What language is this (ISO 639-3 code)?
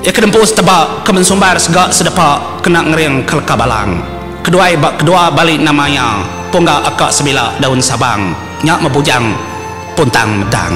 iba